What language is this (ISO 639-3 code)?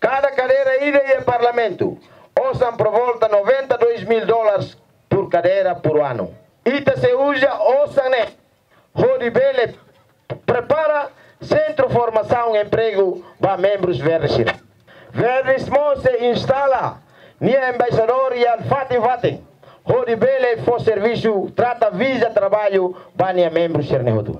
tet